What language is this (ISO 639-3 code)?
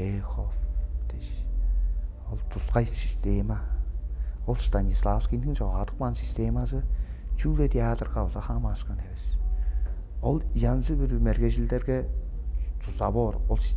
tyv